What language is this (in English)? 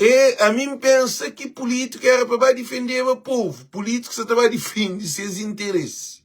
Kabuverdianu